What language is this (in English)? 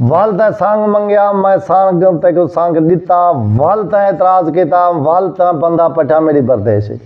Saraiki